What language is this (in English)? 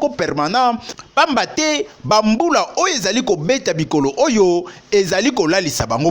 Lingala